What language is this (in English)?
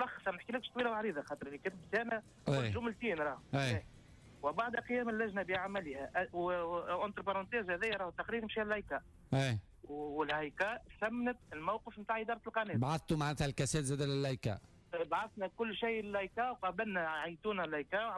Tunisian Arabic